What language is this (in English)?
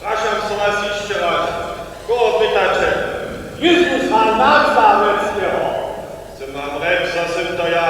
Upper Sorbian